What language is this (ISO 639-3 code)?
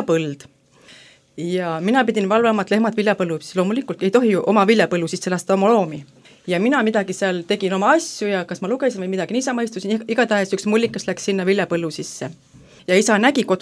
est